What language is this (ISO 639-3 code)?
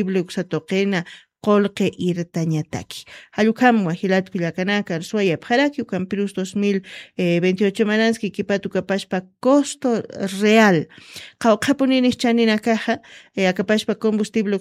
aym